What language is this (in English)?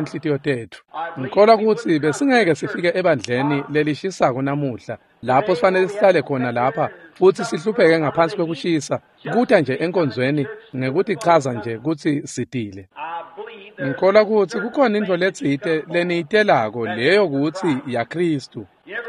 Swati